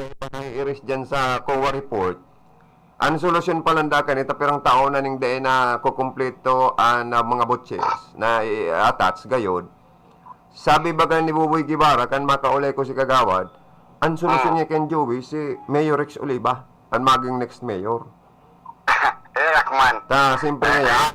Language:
Bikol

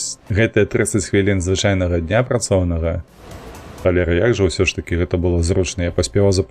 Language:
Belarusian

